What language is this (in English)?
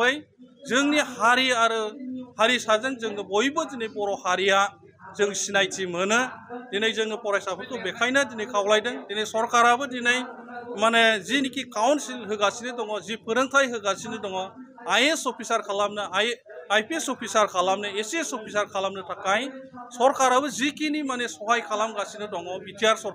Bodo